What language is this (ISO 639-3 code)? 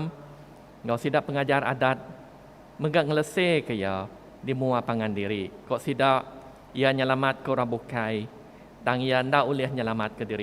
iba